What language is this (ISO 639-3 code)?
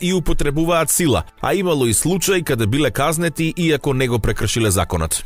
mkd